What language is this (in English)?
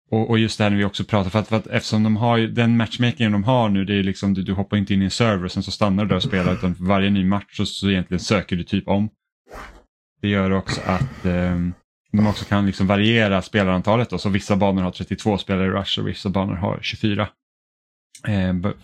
Swedish